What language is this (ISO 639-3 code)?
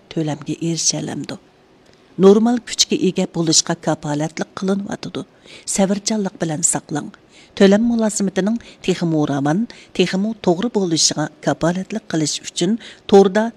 uig